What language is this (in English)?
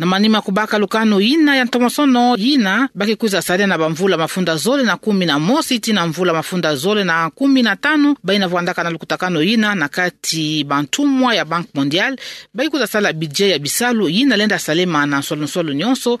Kituba (Democratic Republic of Congo)